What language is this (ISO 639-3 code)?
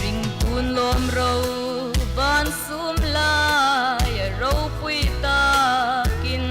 hmr